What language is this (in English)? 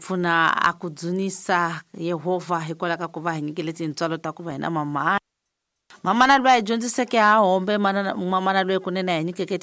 Tsonga